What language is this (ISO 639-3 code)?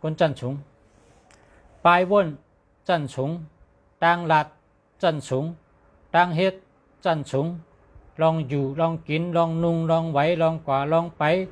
shn